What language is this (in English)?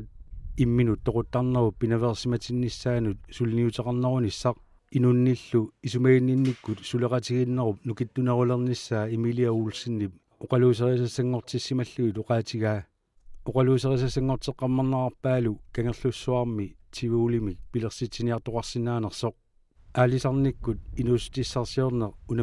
Kalaallisut